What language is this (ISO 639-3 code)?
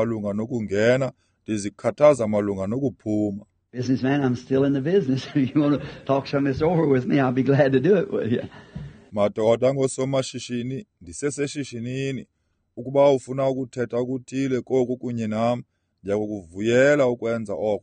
xho